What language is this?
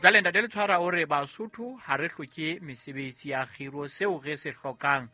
Southern Sotho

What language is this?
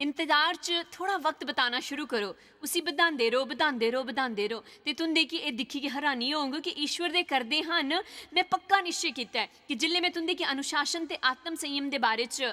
Dogri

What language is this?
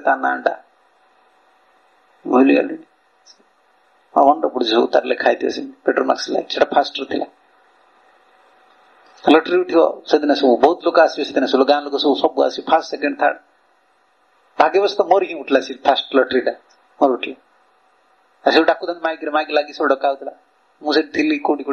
Odia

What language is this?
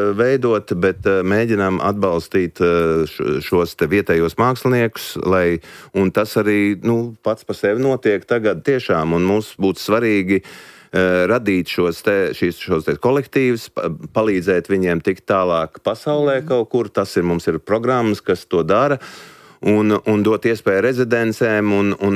Latvian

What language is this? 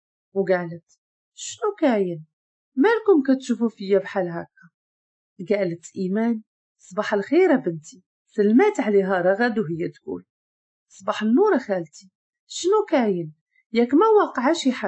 Moroccan Arabic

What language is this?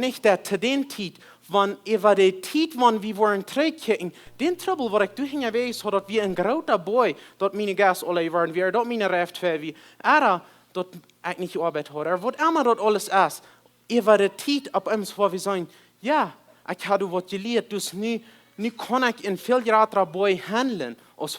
Plautdietsch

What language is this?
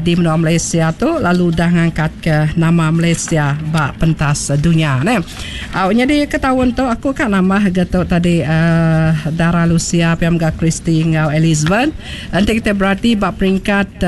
Iban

